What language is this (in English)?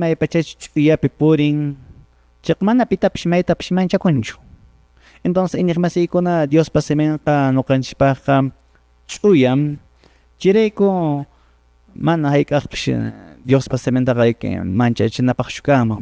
Quechua